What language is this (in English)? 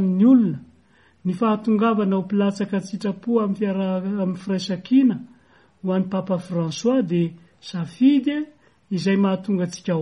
Malagasy